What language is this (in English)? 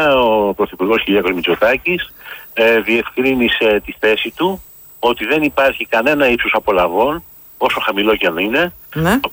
Greek